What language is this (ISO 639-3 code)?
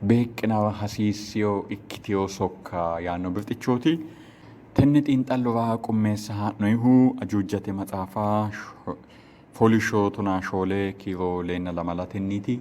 sid